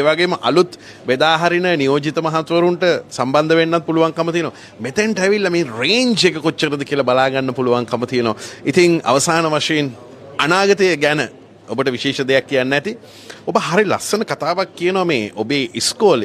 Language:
Sinhala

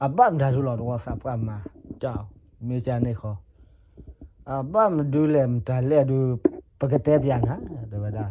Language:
S'gaw Karen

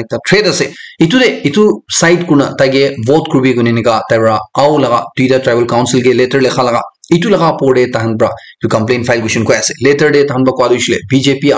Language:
Naga Pidgin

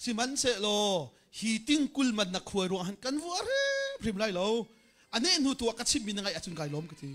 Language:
Hakha Chin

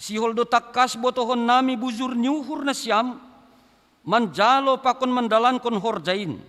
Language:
Batak Simalungun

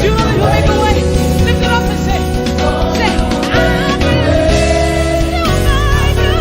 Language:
Northern Sotho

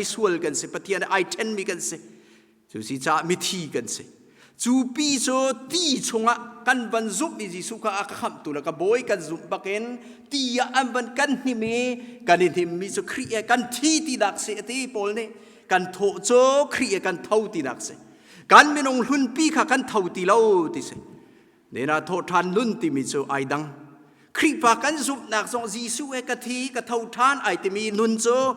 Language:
Hakha Chin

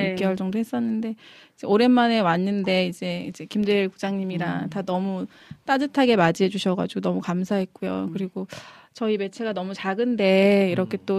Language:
Korean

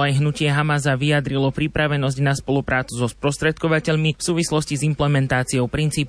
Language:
Slovak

